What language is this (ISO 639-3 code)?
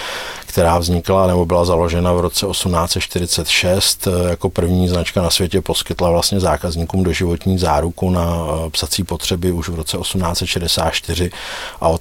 ces